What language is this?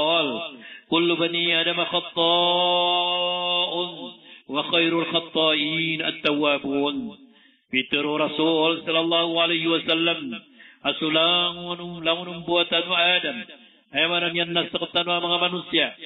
Maranao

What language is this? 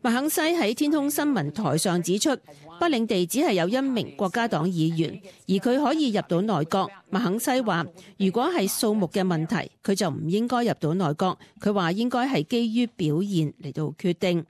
Cantonese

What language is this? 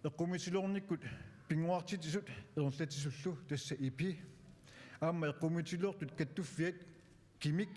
Kalaallisut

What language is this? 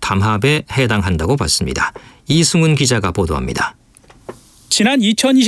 Korean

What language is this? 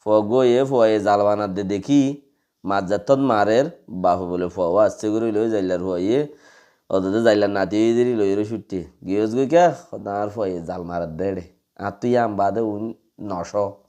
Rohingya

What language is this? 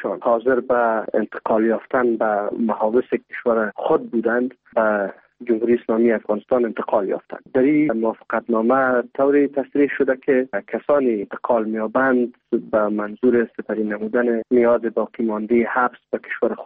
Persian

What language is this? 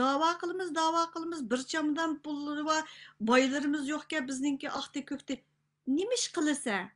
Uyghur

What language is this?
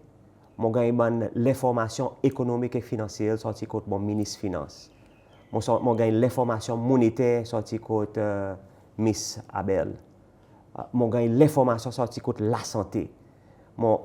Seselwa Creole French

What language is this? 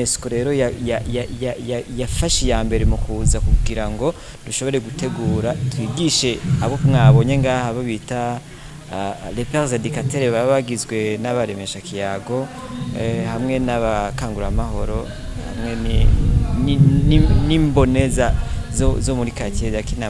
Rundi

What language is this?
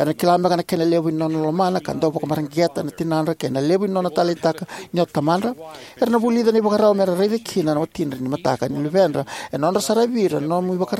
Fijian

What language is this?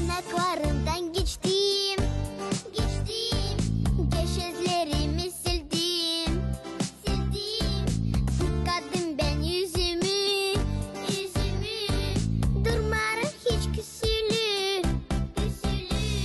Gagauz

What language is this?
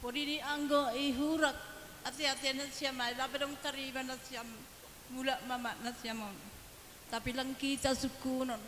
Batak Simalungun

